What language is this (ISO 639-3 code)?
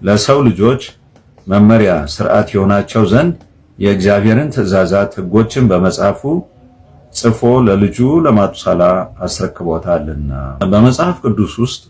amh